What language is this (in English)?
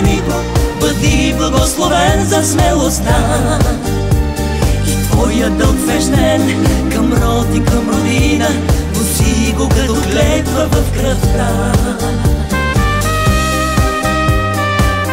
Bulgarian